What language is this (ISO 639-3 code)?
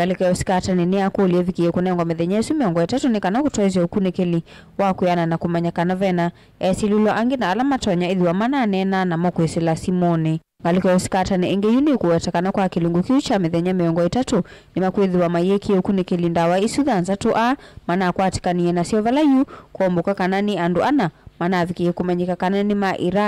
kam